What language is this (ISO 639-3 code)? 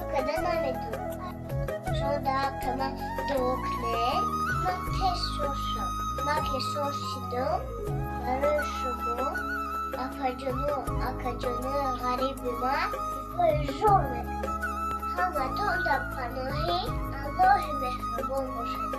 tgk